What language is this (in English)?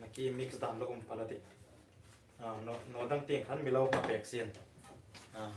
Hmar